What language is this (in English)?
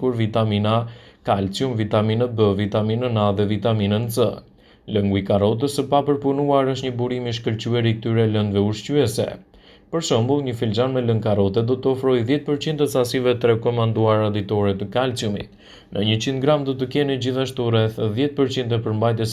Albanian